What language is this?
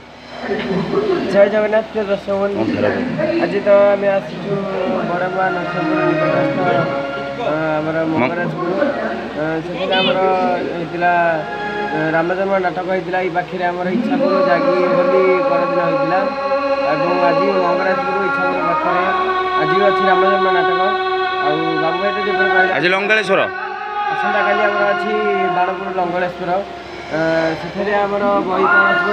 Odia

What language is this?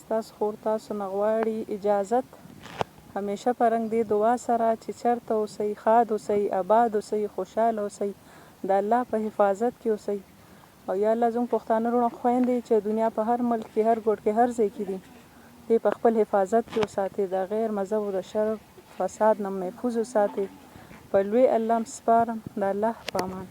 Pashto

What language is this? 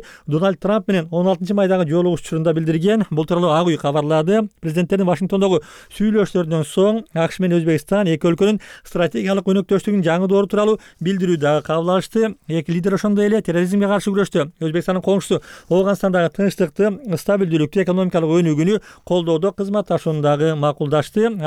Kyrgyz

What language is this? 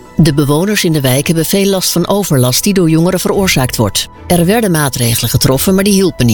Dutch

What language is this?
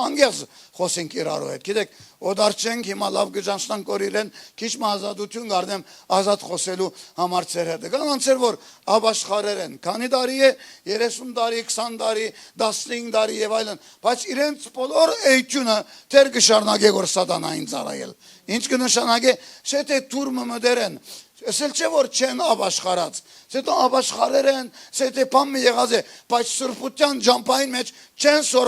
Western Armenian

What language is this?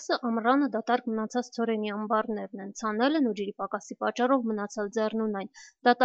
Armenian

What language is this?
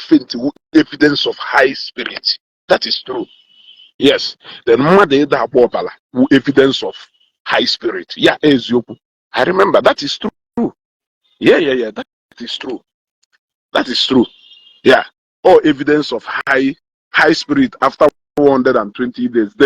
Igbo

